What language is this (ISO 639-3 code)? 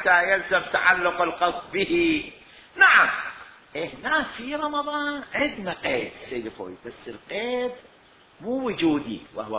acm